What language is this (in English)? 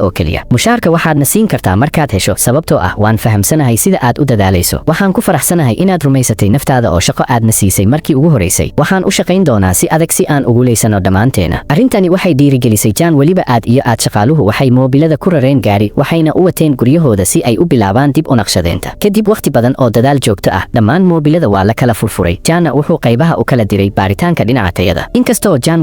Somali